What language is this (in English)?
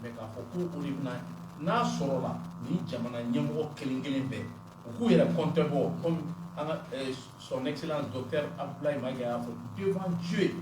Bambara